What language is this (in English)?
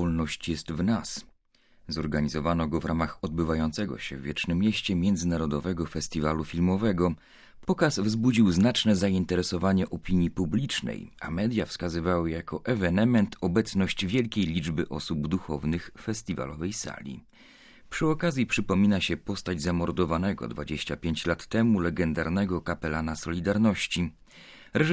Polish